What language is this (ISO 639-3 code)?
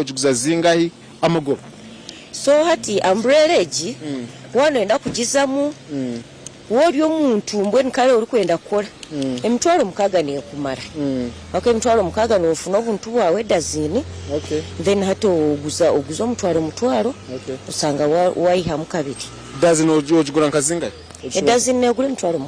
nyn